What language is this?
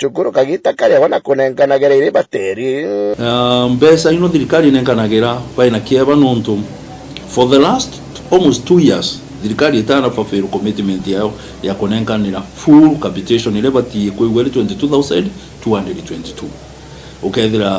Meru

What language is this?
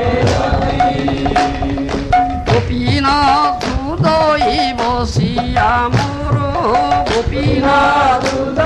Odia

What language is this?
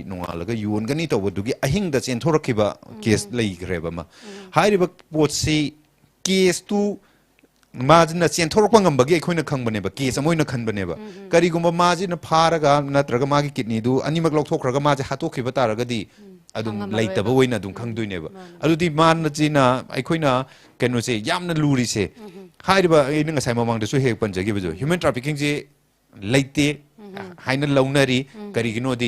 Manipuri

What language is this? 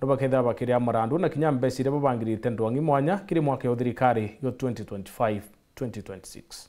Meru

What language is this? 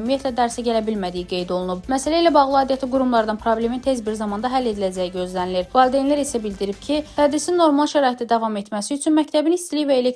Azerbaijani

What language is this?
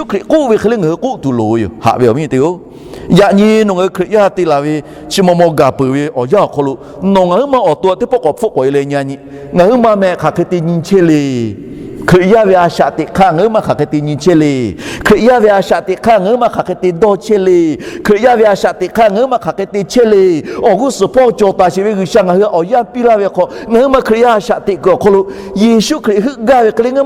Lahu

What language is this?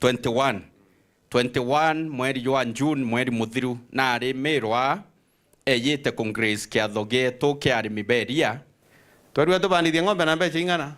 Meru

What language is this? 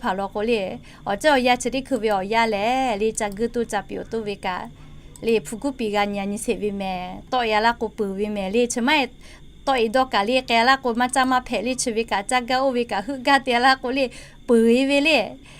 Lahu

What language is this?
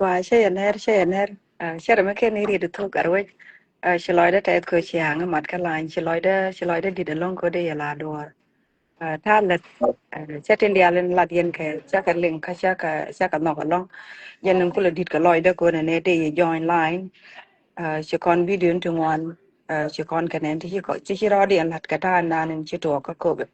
Nuer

